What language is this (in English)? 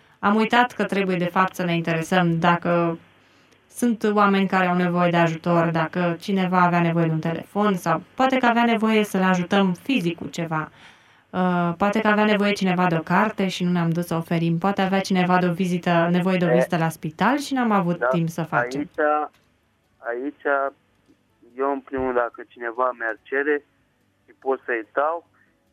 Romanian